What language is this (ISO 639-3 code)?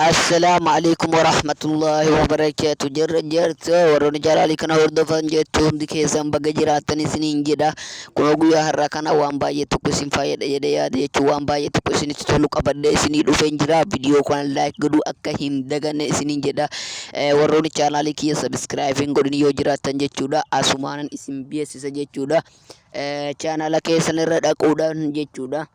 orm